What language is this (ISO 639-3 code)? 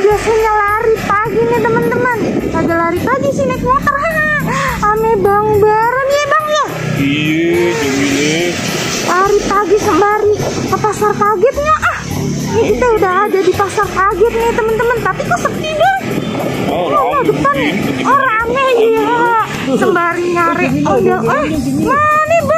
bew